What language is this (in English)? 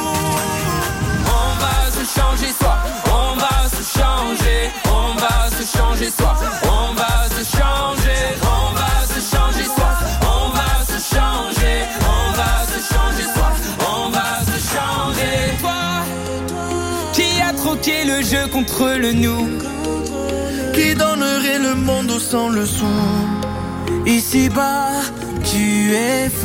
French